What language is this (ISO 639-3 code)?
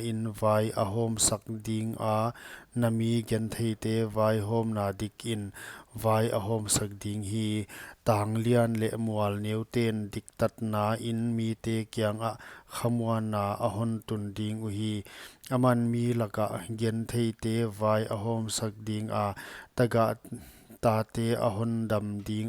pck